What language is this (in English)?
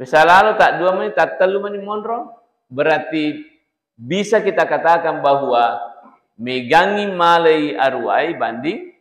Buginese